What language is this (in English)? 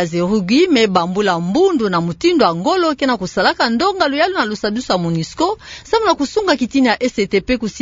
Kituba (Democratic Republic of Congo)